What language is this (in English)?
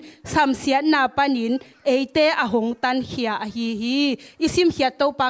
Tedim Chin